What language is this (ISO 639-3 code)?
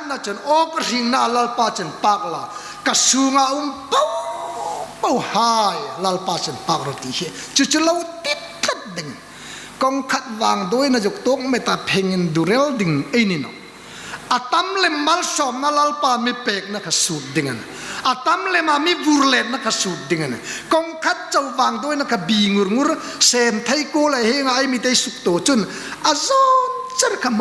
hmr